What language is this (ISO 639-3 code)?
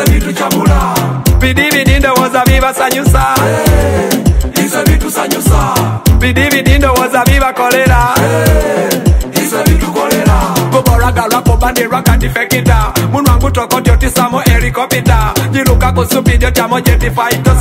swa